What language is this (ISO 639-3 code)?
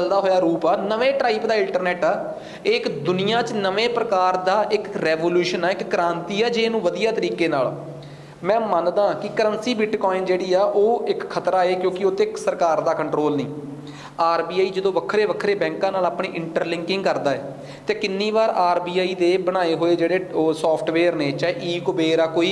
pan